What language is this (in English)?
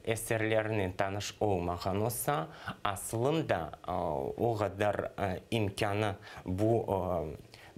Crimean Tatar